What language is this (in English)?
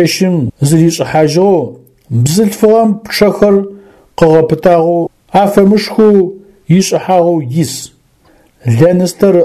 Adyghe